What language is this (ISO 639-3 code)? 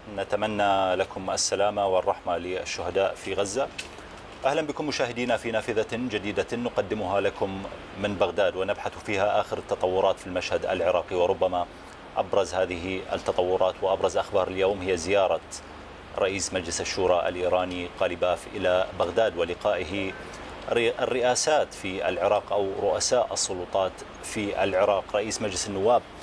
ara